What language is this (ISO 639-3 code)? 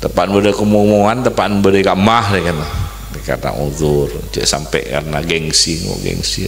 mad